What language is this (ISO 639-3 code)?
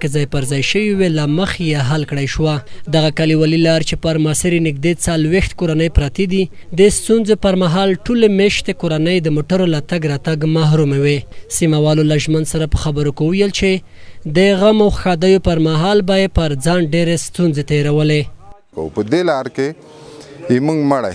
pus